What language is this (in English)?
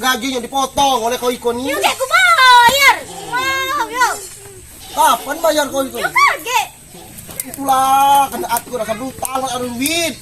Musi